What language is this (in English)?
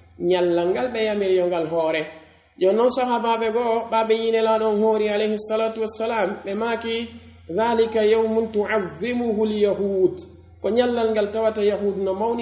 Pular